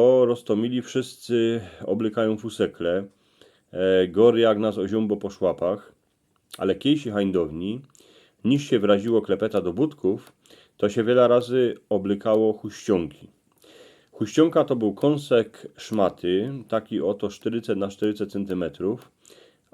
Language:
Silesian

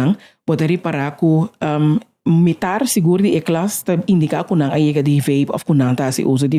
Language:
Papiamento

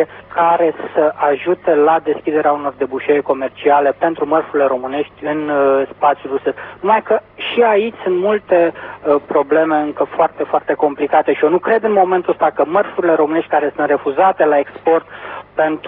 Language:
Romanian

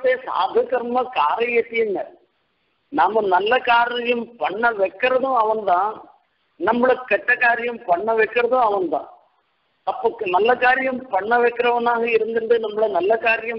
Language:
Tamil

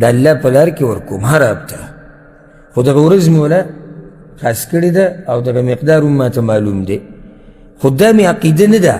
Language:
Pashto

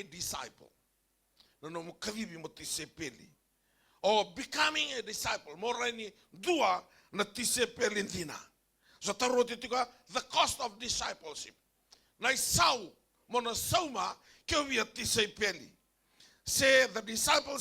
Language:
Fijian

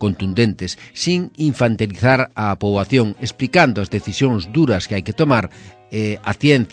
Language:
Galician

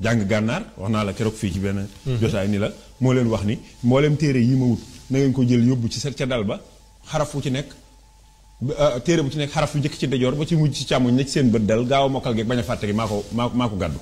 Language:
Wolof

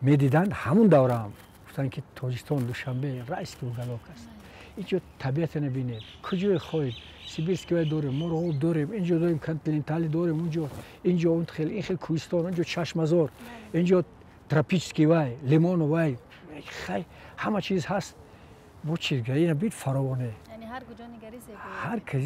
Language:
Tajik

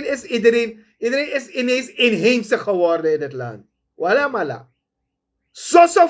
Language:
Sranan Tongo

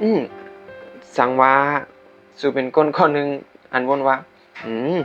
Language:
Shan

